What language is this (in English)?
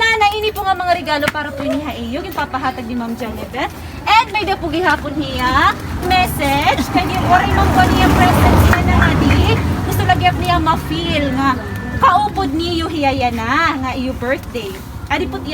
Waray